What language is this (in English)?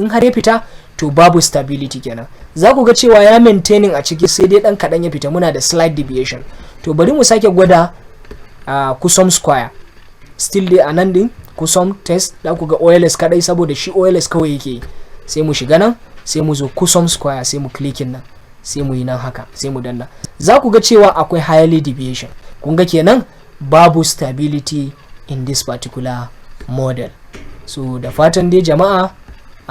Hausa